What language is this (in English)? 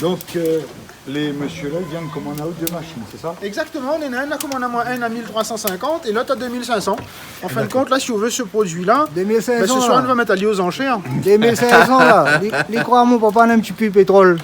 Réunion Creole French